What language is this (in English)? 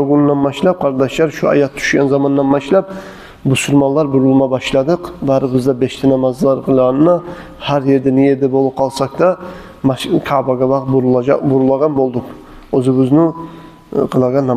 Kumyk